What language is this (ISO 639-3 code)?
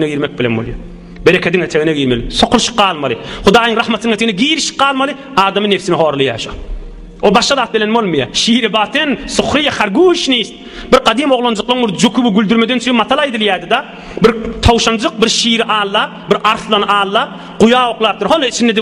tuk